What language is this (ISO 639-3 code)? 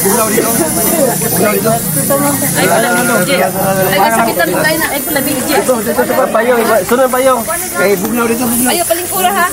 ceb